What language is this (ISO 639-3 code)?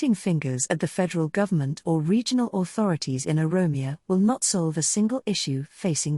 eng